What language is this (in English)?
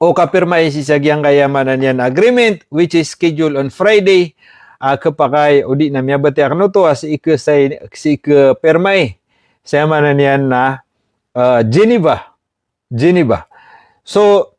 Maranao